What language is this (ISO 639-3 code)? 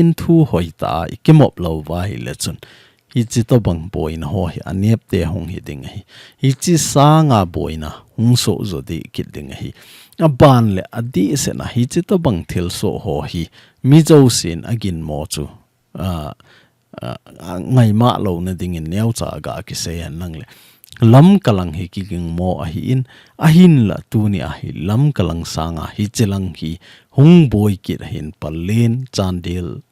tcz